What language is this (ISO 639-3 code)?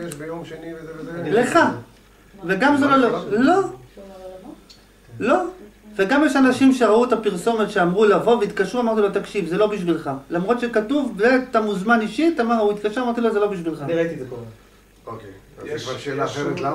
heb